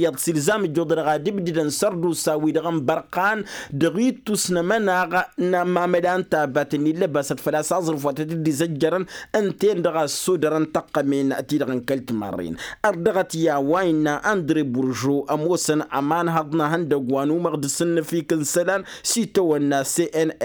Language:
Tamasheq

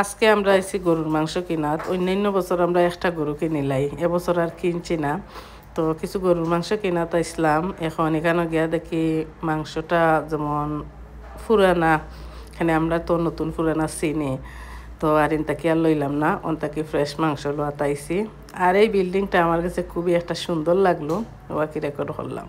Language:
Sylheti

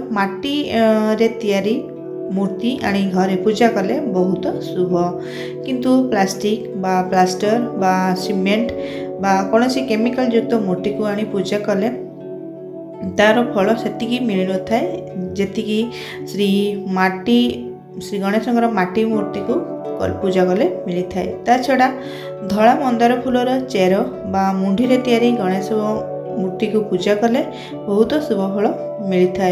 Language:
Odia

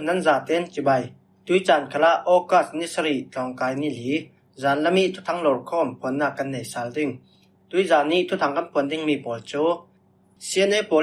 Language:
Falam Chin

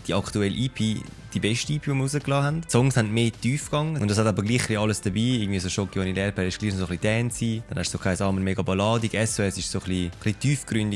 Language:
Swiss German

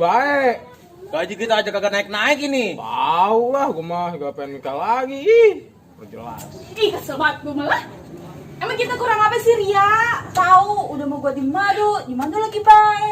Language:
Betawi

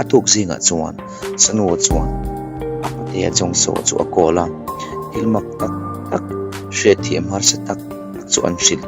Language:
Mizo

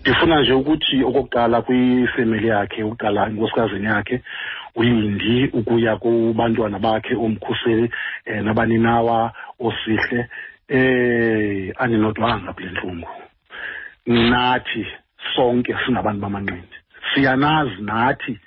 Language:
Xhosa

